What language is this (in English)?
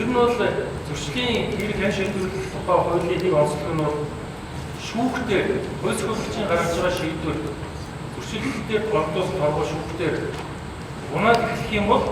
Mongolian